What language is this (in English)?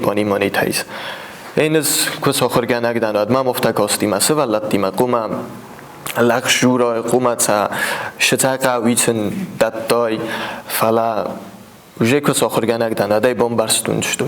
Ossetic